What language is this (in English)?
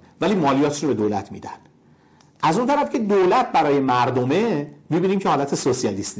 Persian